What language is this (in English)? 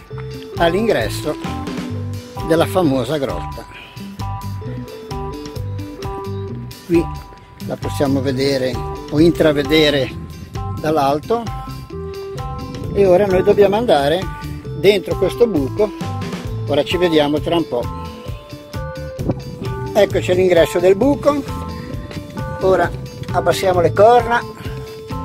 Italian